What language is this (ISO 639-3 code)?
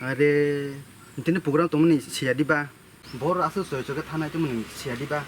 trp